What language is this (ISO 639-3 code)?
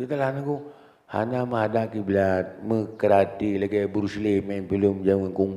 ace